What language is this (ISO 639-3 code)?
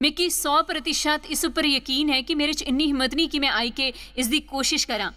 doi